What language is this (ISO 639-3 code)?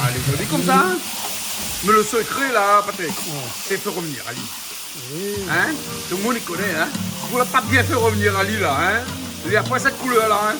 rcf